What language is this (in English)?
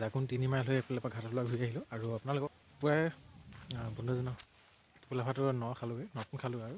Assamese